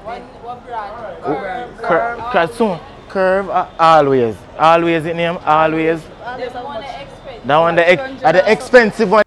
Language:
Jamaican Creole English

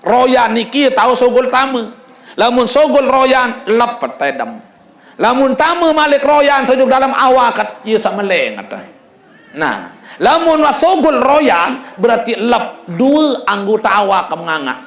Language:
Sasak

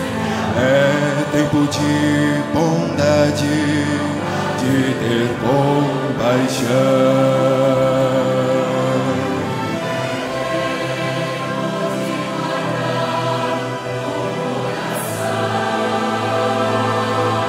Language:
Portuguese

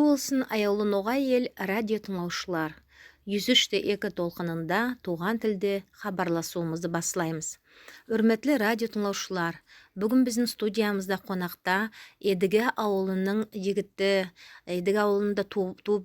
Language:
Nogai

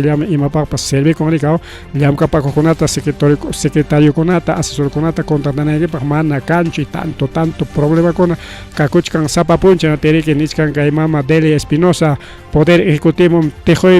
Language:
Ayacucho Quechua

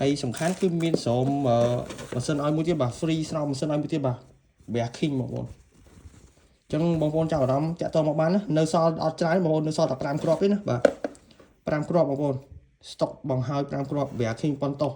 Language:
Khmer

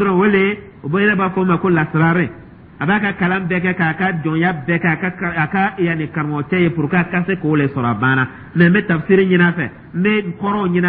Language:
Dyula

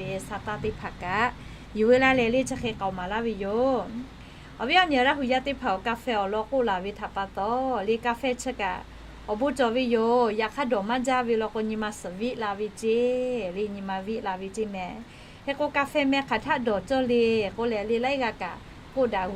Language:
Lahu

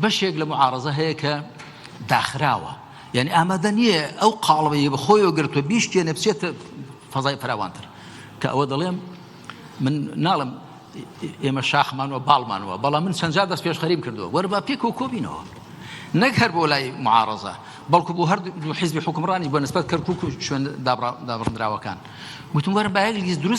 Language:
Central Kurdish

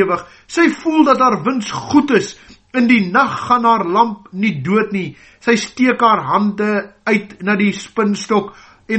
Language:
Afrikaans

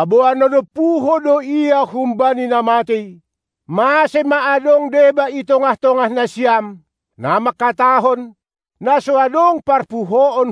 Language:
Batak Simalungun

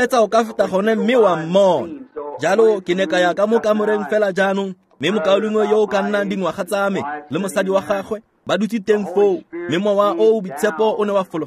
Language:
Tswana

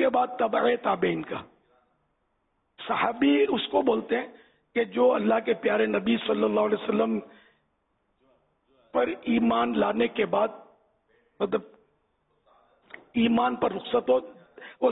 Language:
Urdu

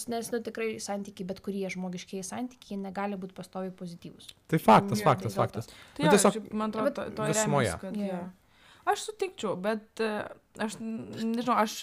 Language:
Lithuanian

